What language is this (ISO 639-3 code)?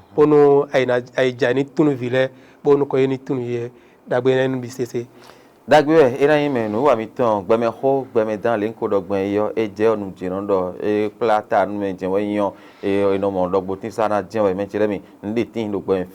fon